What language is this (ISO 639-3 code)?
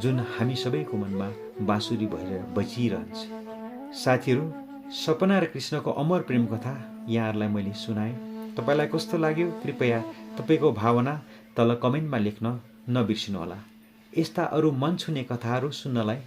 nep